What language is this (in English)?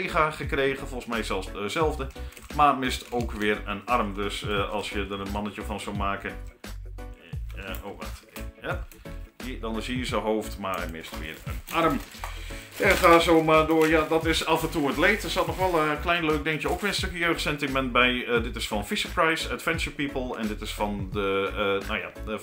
Dutch